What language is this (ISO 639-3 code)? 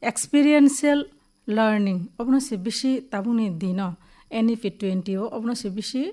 trp